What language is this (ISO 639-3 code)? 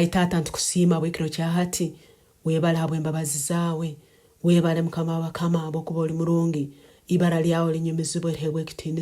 nyn